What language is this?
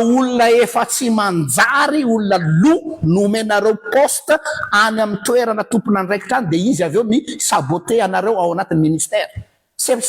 Malagasy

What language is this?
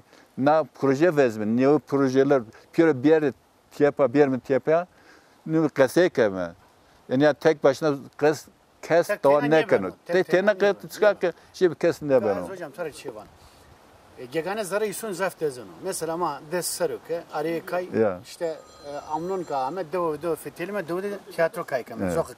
Zaza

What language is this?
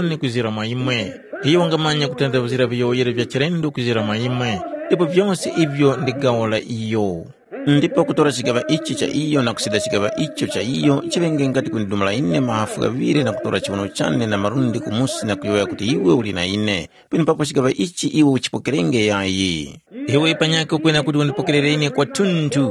Tumbuka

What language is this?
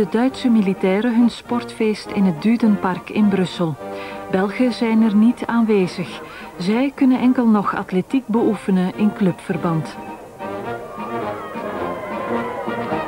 Dutch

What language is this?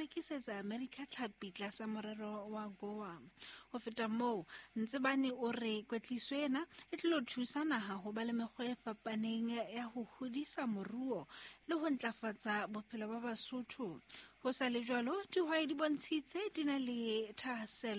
Southern Sotho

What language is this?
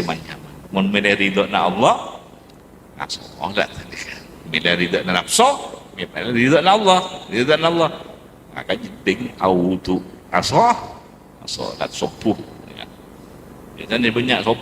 Madurese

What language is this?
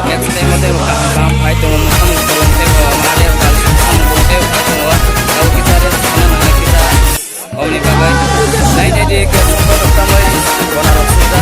Kok Borok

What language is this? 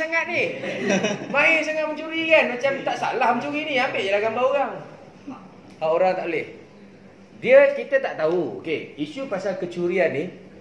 Malay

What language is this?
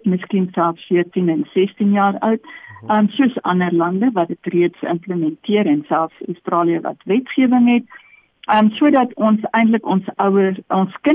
Afrikaans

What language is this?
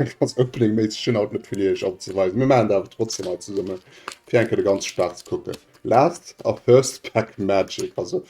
Luxembourgish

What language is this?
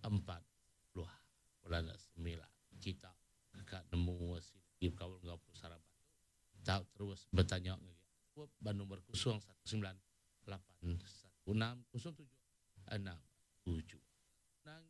Iban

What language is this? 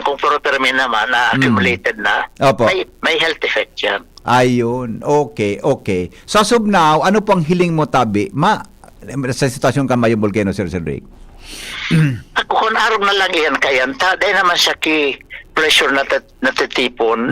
Bikol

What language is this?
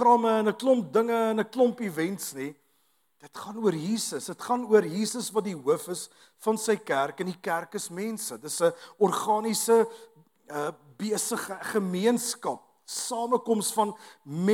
Afrikaans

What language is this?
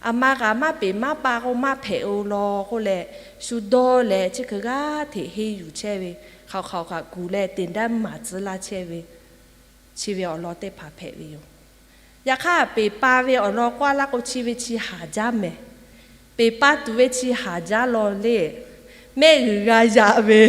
Lahu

